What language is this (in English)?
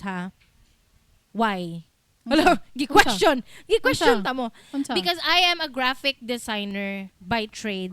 Cebuano